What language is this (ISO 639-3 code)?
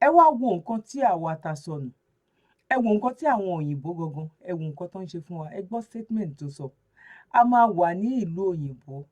yor